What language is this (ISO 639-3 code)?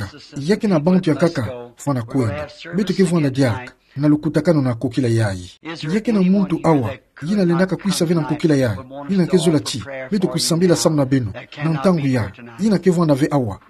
ktu